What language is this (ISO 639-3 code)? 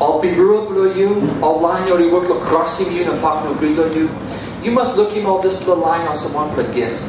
tpi